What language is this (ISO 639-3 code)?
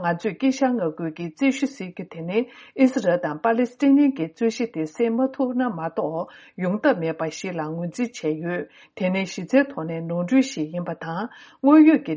bod